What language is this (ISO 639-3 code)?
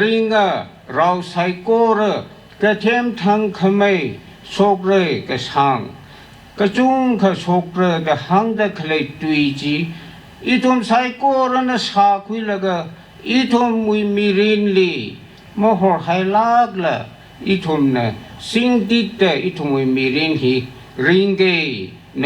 nmf